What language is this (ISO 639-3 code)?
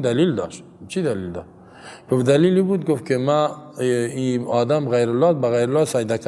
fas